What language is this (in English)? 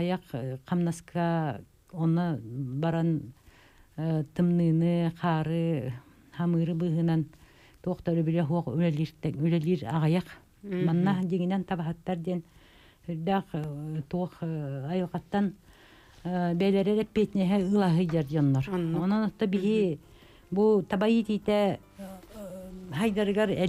Yakut